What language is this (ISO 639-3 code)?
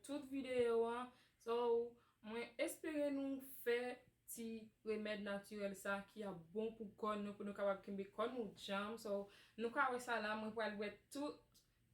hat